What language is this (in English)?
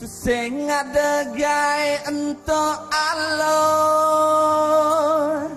Balinese